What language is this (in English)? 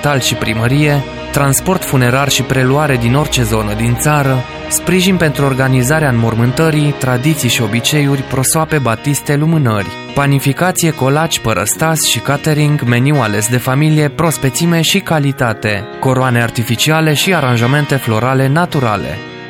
Romanian